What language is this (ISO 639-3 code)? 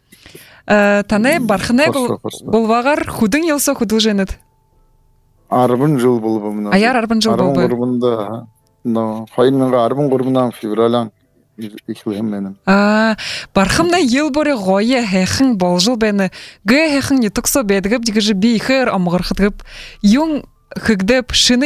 bua